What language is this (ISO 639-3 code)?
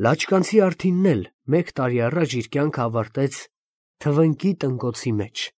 hye